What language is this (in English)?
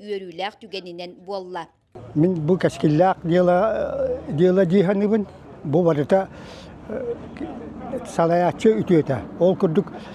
Yakut